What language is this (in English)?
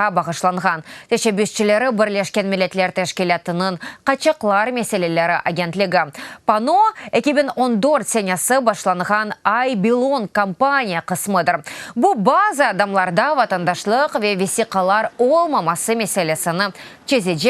Crimean Tatar